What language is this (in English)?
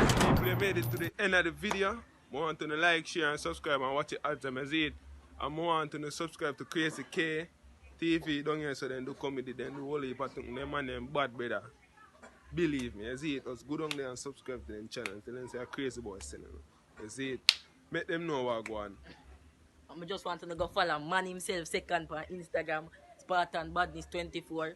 Jamaican Creole English